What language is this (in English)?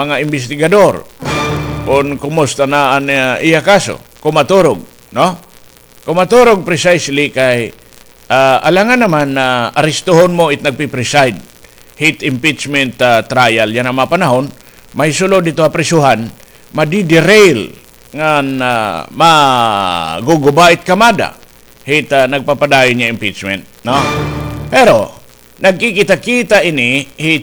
Waray